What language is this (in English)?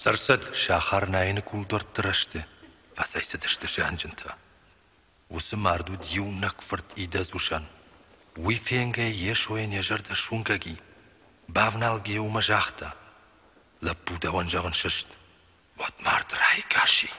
Ossetic